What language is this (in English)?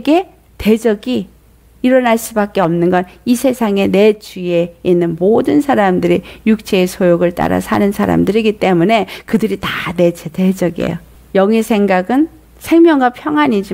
Korean